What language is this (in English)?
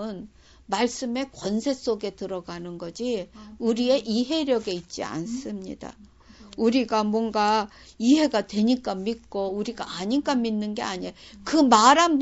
Korean